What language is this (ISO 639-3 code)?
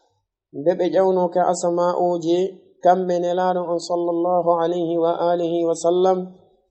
ful